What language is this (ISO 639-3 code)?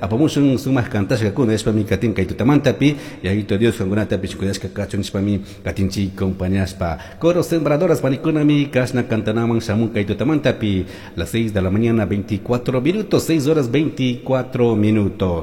qug